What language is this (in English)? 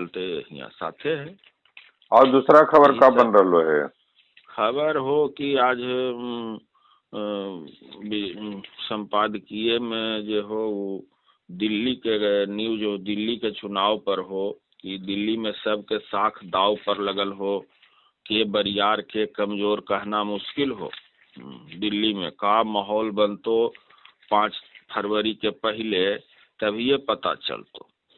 Magahi